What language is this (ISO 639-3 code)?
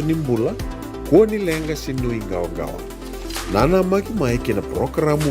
fij